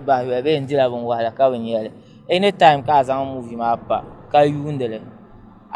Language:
Dagbani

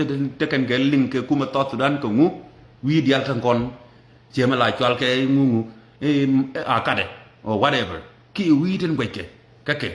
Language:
Nuer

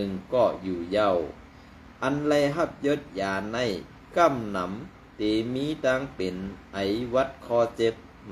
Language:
Shan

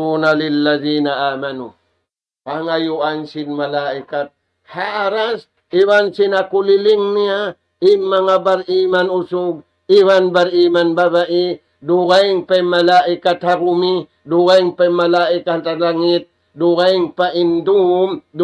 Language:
Tausug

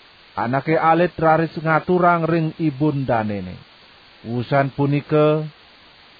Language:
Balinese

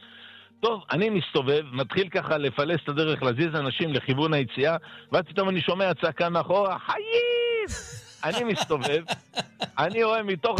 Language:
Hebrew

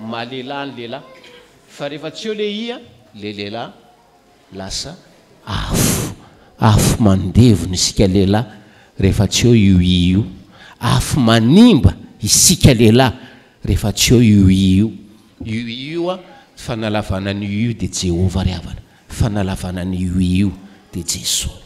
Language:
Malagasy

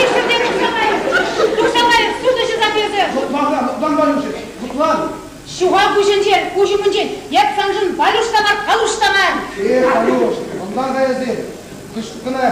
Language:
Chuvash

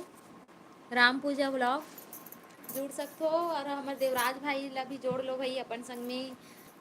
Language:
Chhattisgarhi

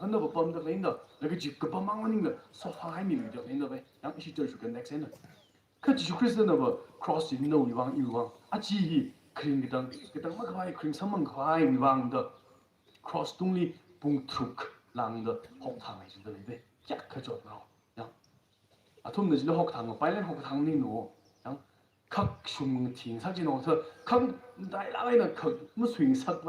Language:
Tangkhul Naga (India)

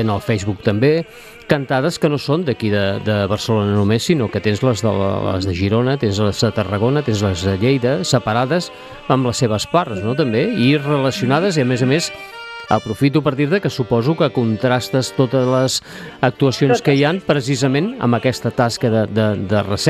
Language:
Catalan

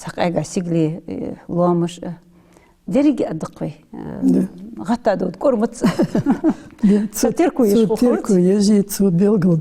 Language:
Ingush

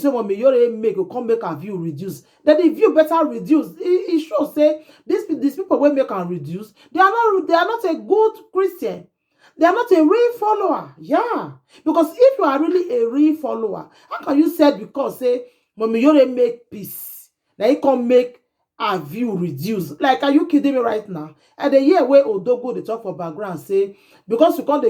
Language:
Nigerian Pidgin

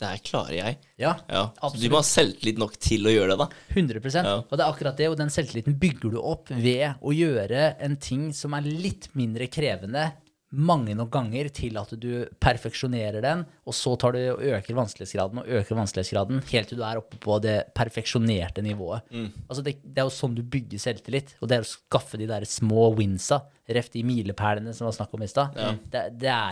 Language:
Norwegian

